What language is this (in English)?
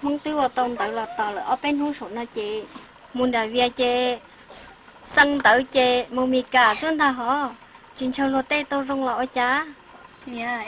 Hmong